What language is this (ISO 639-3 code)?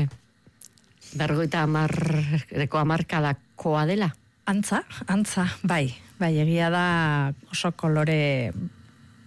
eus